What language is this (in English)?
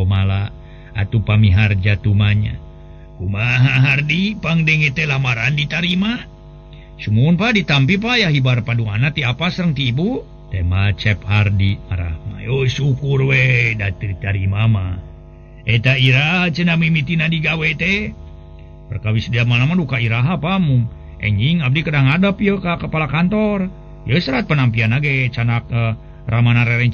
Sundanese